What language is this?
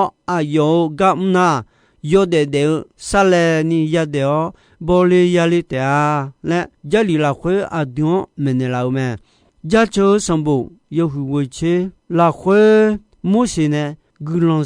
Akha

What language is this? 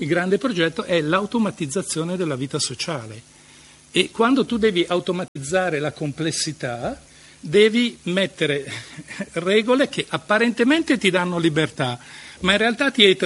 Italian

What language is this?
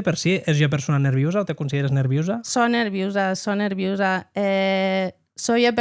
Occitan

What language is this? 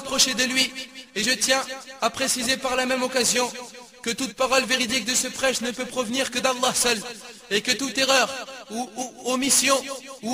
French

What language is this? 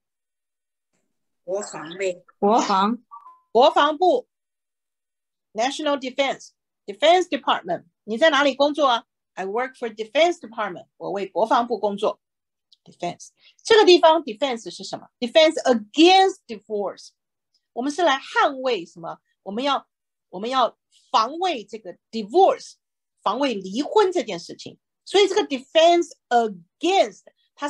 Chinese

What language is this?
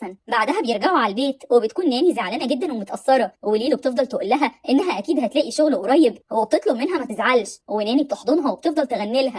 Egyptian Arabic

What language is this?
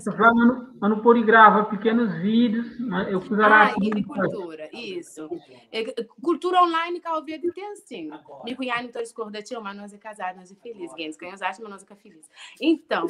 Kabuverdianu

